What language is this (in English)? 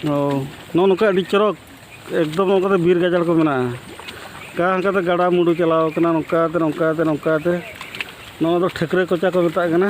Santali